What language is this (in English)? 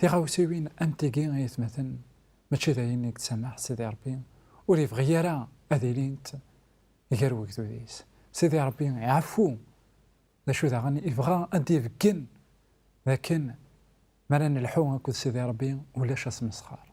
Kabyle